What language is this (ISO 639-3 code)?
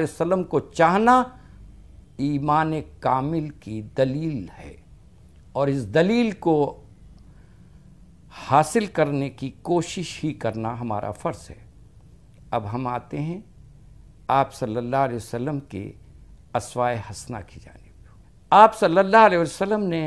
urd